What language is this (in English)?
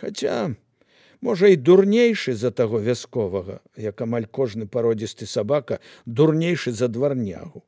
Belarusian